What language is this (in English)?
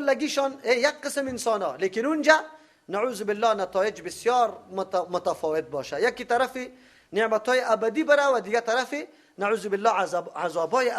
Persian